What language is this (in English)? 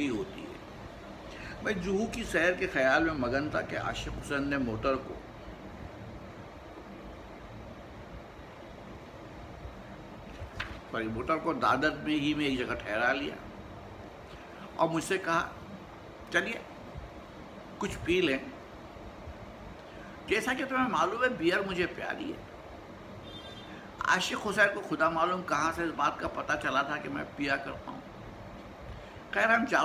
Urdu